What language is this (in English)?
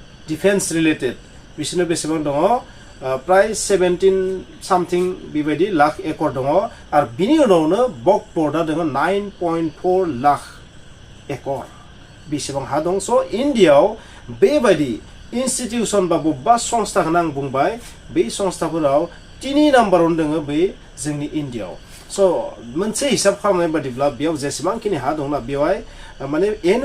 Bodo